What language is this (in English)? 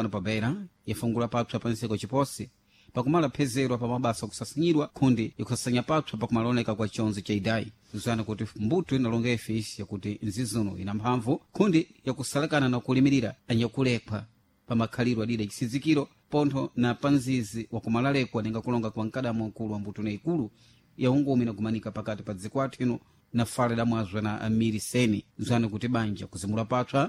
Sena